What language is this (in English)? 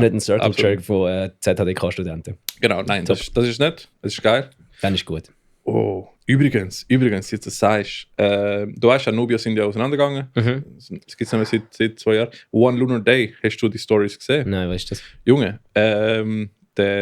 Swiss German